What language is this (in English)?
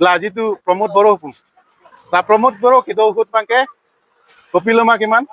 Karbi